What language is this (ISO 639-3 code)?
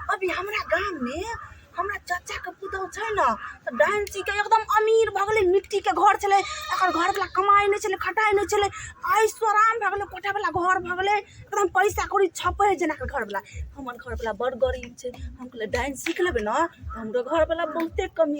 mai